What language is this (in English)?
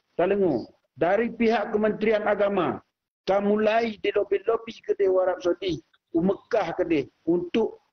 Achinese